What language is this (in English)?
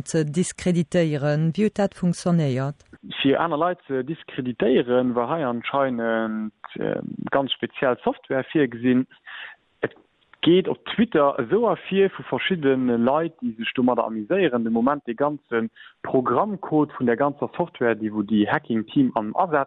Luxembourgish